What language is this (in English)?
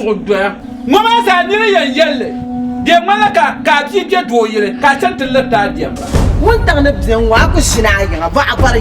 Dagbani